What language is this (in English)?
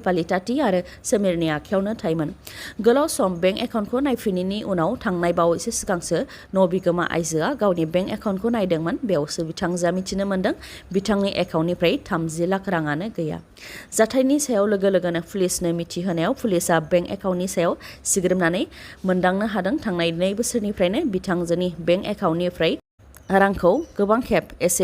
Bodo